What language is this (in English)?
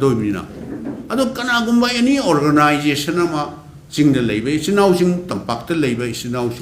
Manipuri